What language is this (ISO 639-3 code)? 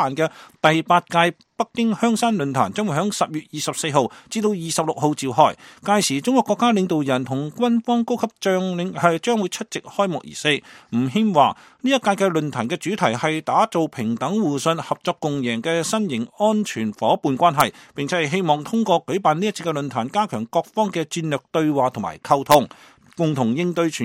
yue